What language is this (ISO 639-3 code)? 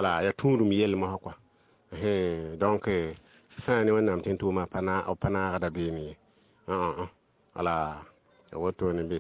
mos